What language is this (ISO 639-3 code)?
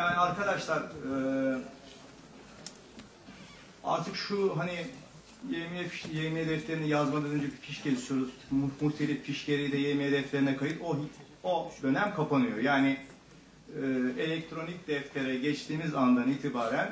tur